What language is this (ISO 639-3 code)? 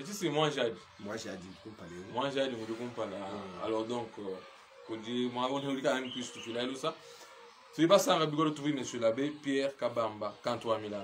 lua